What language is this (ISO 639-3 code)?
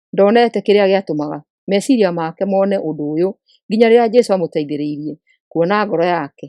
kik